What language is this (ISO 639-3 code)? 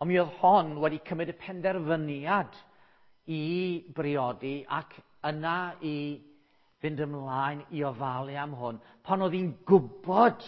cym